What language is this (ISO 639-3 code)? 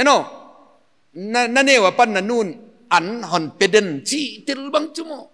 pck